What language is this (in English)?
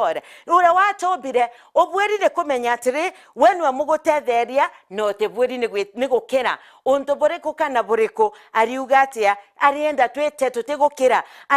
Meru